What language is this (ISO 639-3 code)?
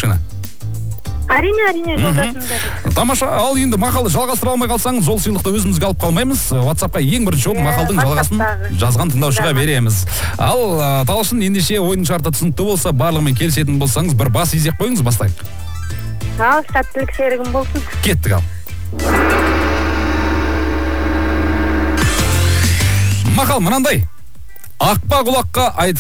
kaz